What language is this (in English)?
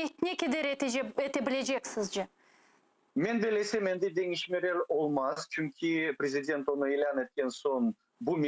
Crimean Tatar